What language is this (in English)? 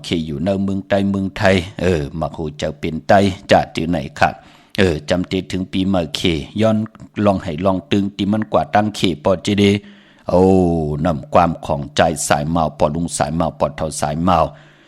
Shan